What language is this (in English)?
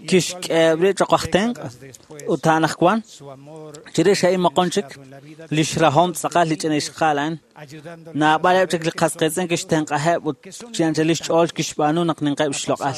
Kekchí